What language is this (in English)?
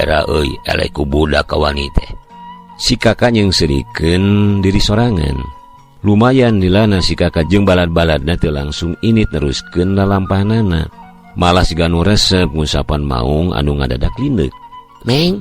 Sundanese